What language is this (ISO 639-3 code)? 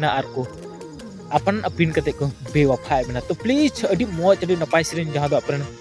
sat